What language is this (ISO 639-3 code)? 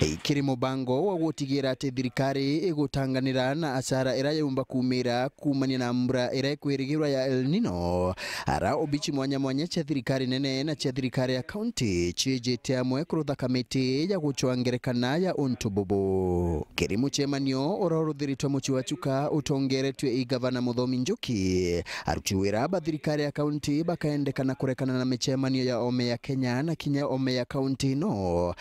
mer